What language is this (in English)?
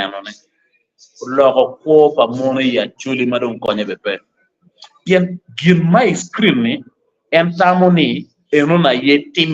Acoli